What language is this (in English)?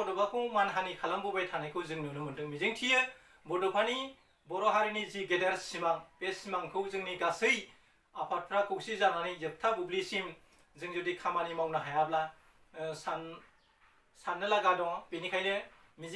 Bodo